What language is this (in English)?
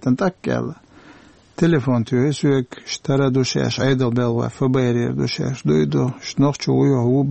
Chechen